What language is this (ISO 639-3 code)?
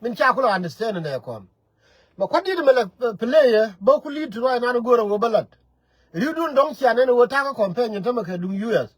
nus